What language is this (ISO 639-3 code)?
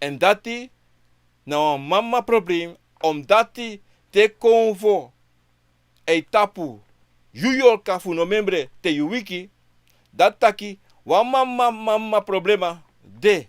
srn